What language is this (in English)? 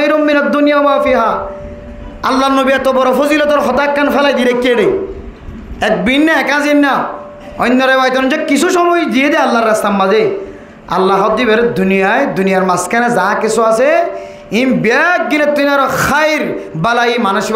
Rohingya